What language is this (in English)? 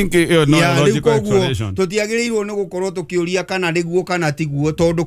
Kikuyu